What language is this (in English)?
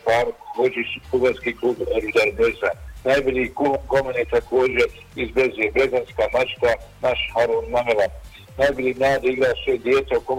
Bosnian